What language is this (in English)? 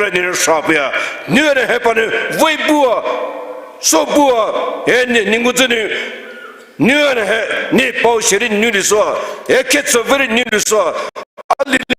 Poumei Naga